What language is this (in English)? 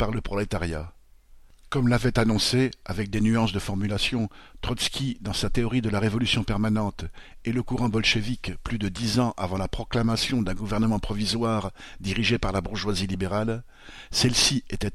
French